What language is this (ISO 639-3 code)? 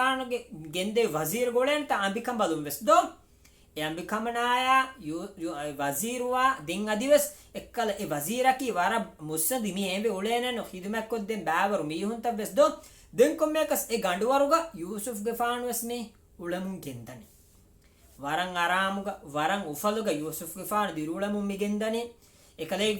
div